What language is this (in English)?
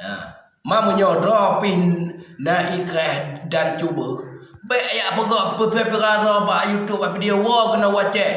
Achinese